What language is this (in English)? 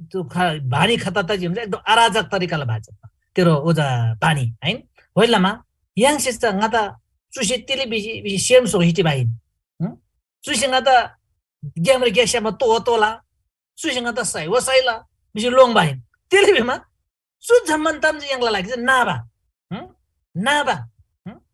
Eastern Tamang